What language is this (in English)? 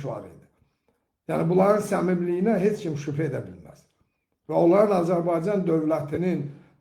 Azerbaijani